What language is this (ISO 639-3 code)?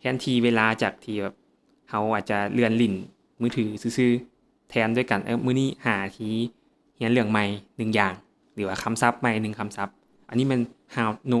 lao